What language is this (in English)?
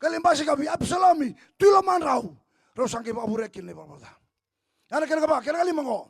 Fijian